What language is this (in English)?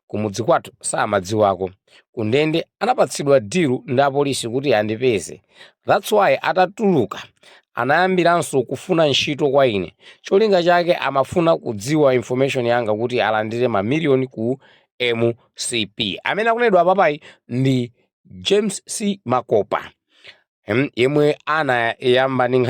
Nyanja